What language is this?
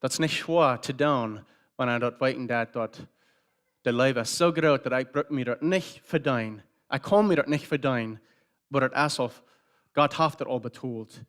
Plautdietsch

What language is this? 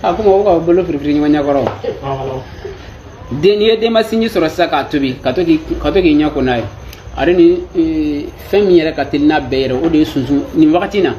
Bambara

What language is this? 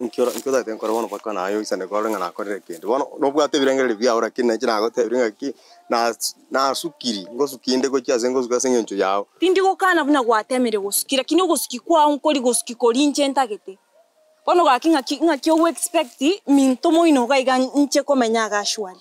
Gusii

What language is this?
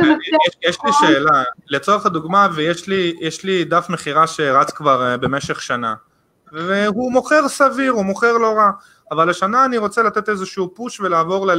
Hebrew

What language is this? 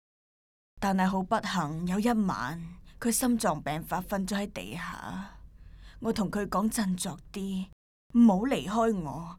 Cantonese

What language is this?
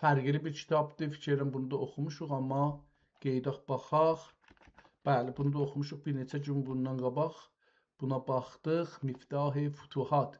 South Azerbaijani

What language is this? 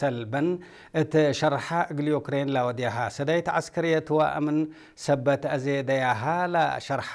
Tigrinya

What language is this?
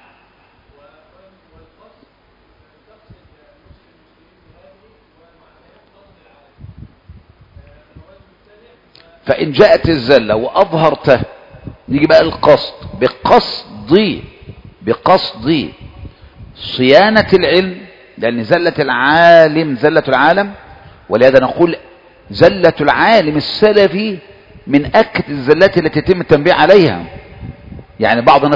Arabic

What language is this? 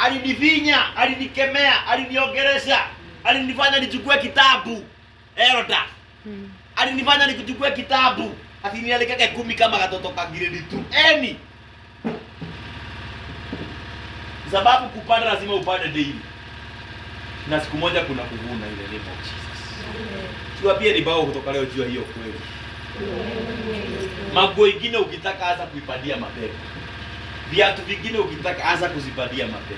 Swahili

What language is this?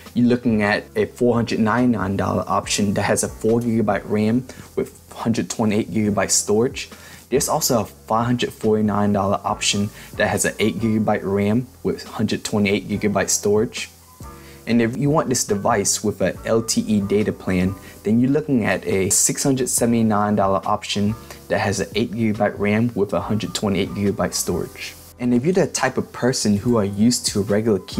English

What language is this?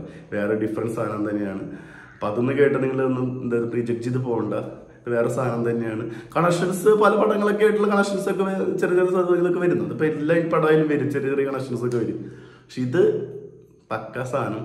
Malayalam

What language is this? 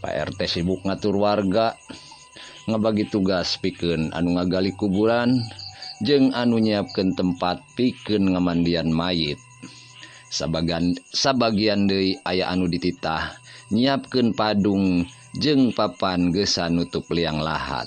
Sundanese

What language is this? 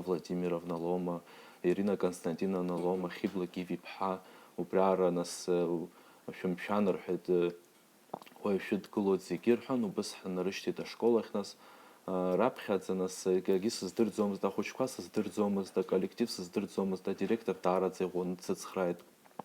Abkhazian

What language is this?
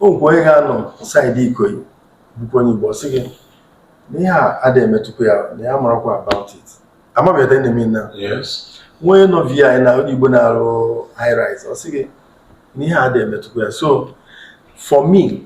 Igbo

